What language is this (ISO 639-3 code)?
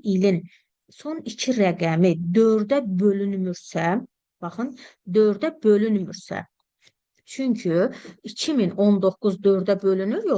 aze